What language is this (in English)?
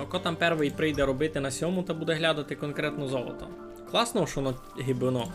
Rusyn